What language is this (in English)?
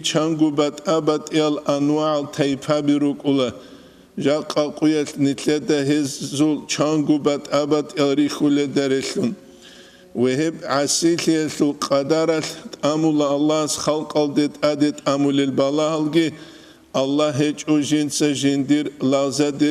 Avaric